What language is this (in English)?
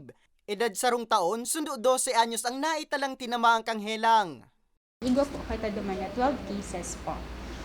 Bikol